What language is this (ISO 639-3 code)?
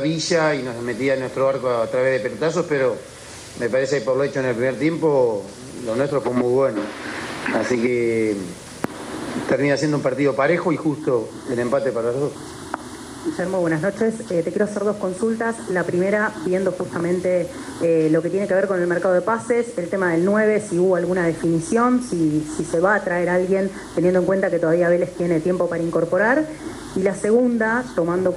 spa